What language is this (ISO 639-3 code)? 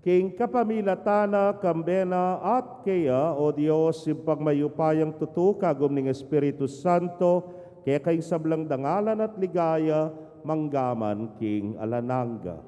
pam